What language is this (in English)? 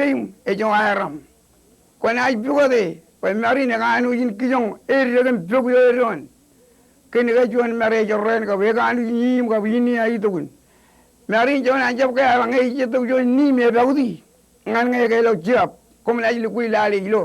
Marshallese